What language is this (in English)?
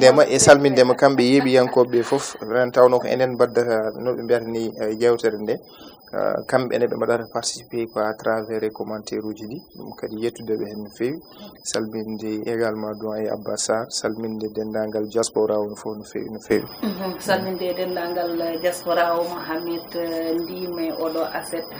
Fula